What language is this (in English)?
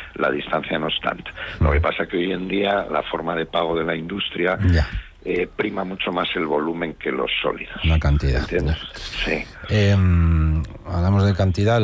Spanish